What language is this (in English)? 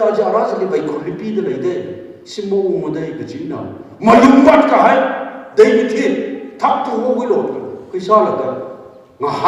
Tangkhul Naga (India)